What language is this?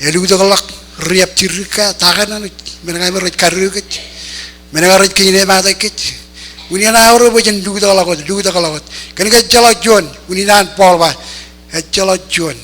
Marshallese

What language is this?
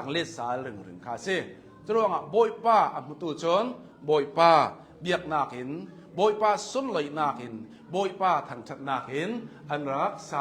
Hakha Chin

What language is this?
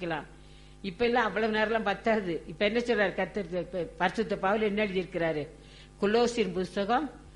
Tamil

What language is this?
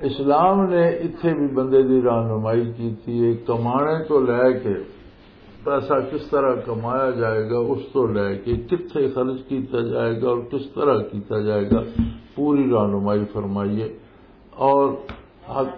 Western Panjabi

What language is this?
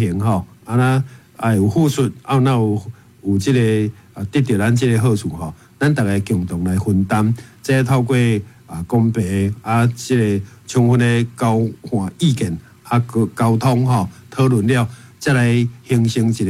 Min Nan Chinese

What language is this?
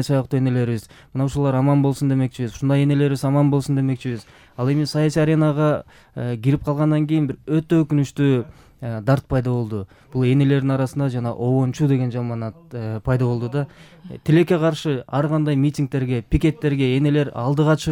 Kyrgyz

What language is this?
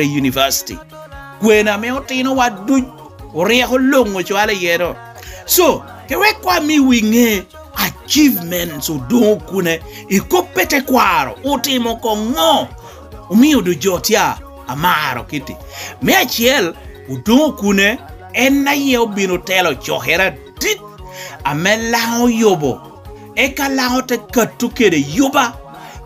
Lango (Uganda)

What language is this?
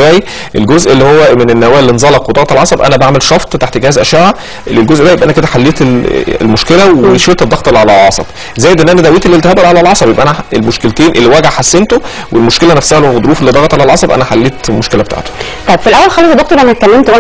Egyptian Arabic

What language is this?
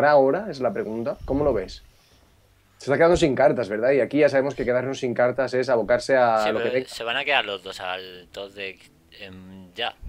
Spanish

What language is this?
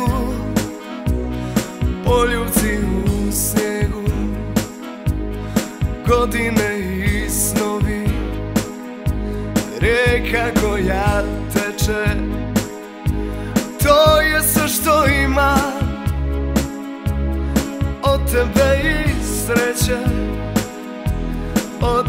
Serbian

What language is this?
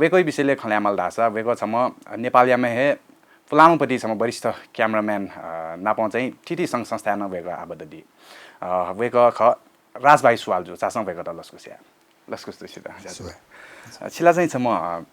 Newari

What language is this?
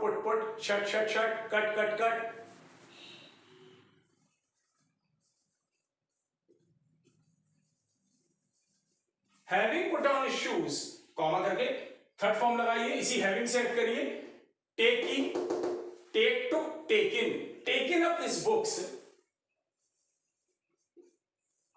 Hindi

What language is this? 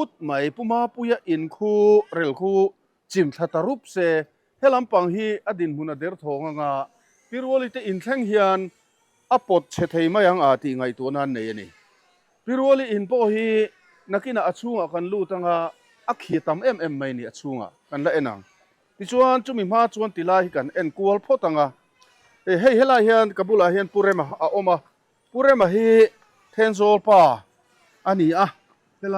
Mizo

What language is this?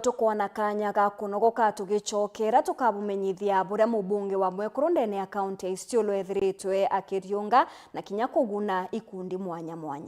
Meru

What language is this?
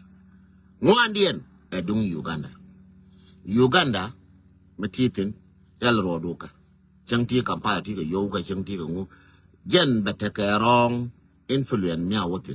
Nuer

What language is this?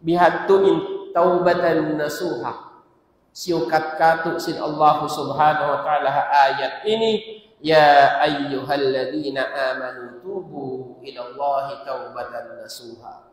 Tausug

